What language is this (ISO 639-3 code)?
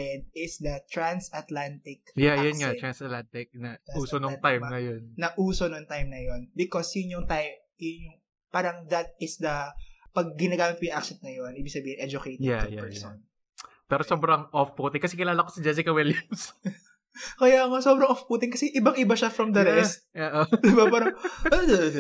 fil